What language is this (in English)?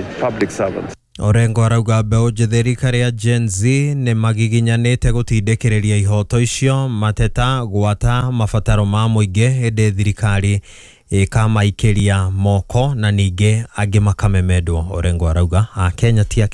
Kikuyu